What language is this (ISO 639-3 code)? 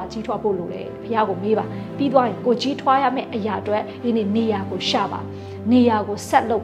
mya